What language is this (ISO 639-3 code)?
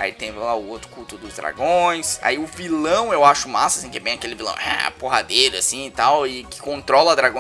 por